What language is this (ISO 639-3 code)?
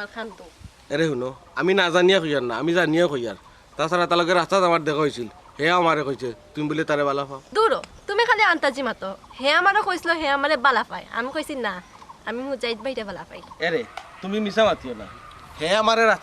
syl